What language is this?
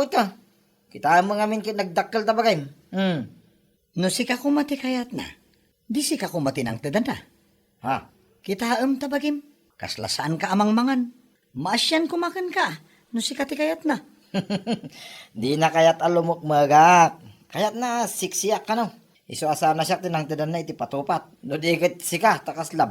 Iloko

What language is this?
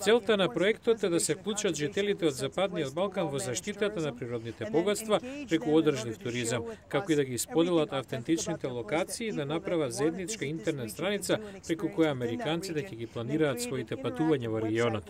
Macedonian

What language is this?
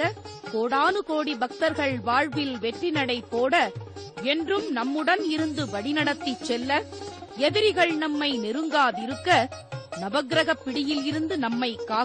Tamil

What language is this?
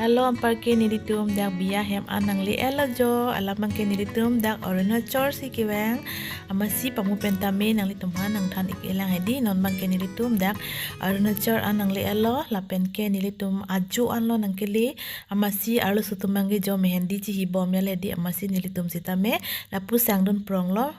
Karbi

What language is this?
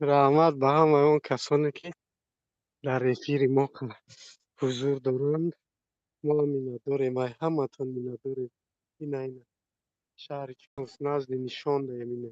Tajik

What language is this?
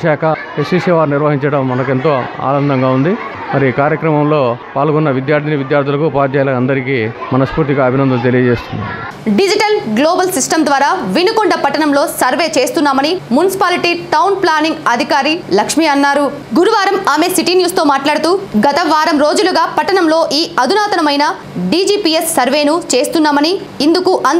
Telugu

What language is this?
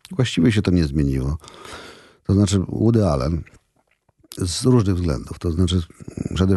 Polish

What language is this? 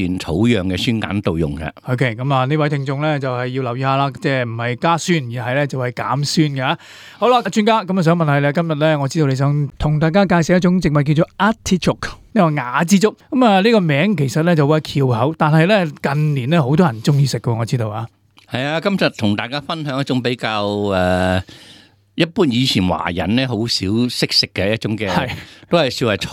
Cantonese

